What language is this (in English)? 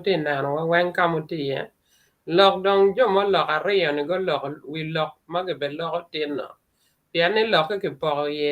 Acoli